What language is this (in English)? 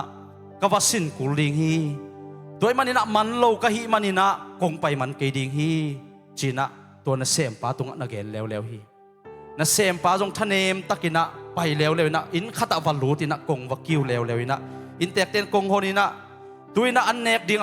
Tedim Chin